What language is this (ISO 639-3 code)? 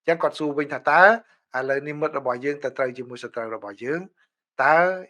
khm